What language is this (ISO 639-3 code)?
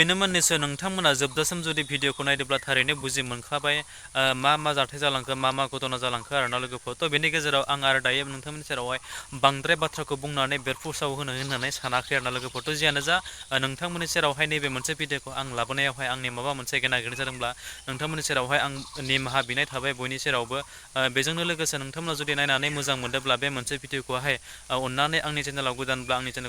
brx